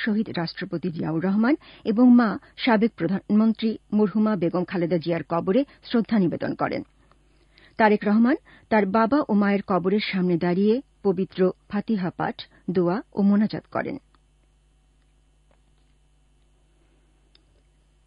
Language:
Bangla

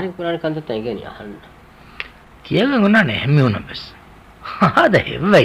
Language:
Divehi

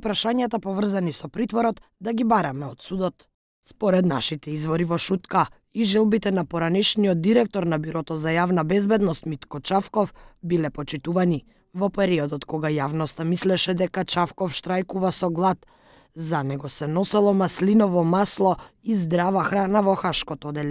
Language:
Macedonian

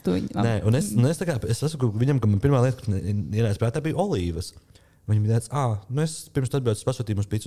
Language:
Latvian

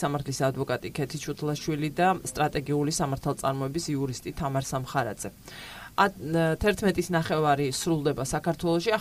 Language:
Georgian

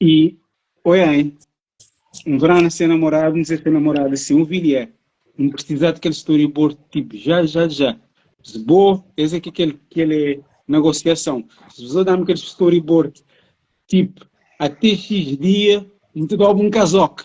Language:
Kabuverdianu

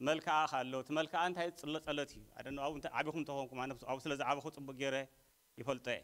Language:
Tigrinya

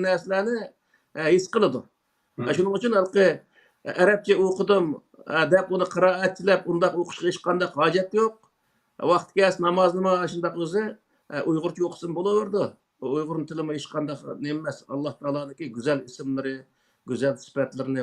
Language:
Uyghur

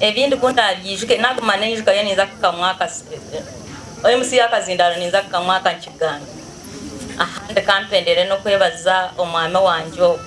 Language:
Nyankole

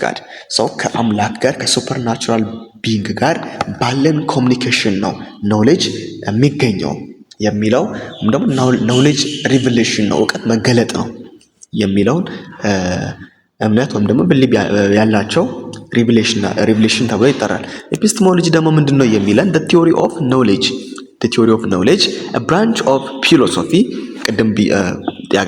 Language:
Amharic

